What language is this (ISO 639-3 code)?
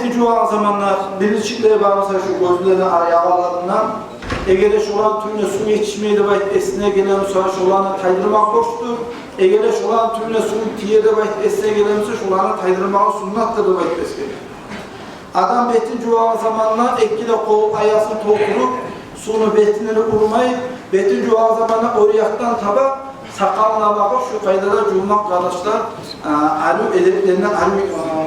kum